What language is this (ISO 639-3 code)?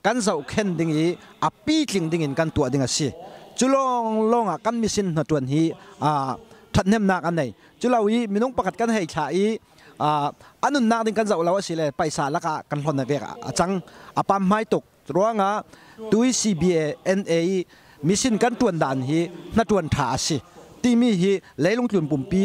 cfm